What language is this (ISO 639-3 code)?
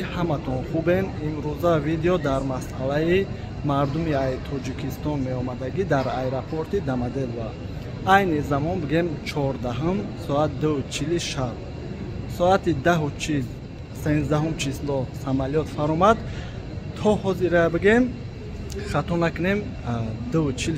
tgk